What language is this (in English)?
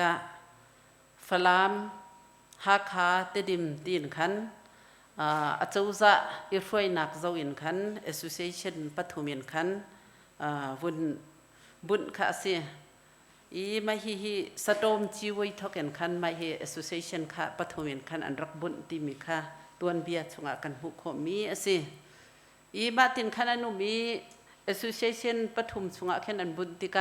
Hakha Chin